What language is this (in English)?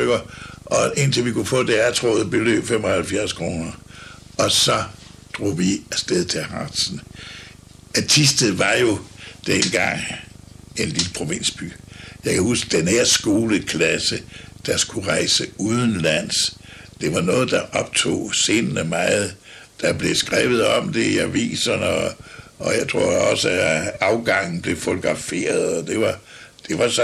Danish